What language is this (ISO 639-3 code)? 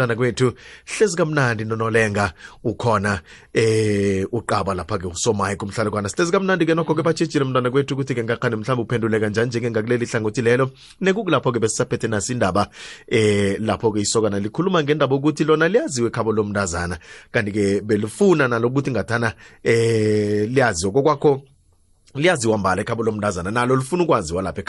nbl